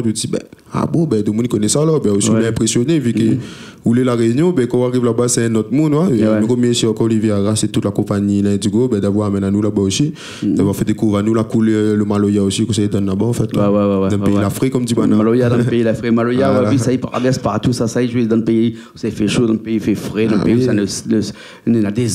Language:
Réunion Creole French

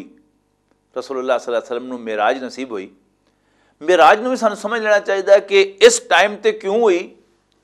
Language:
Western Panjabi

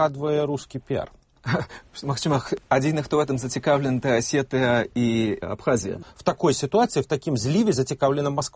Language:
Belarusian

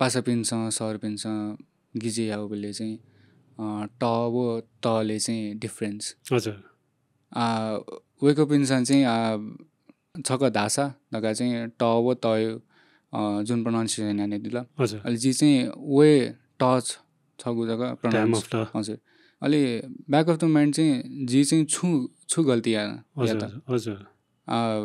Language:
Newari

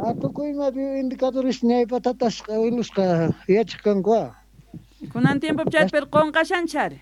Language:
Quechua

